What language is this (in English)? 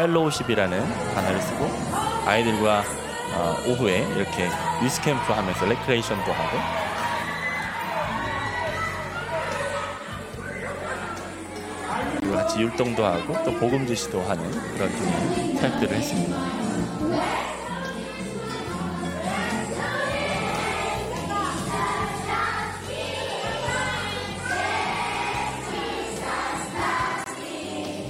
Korean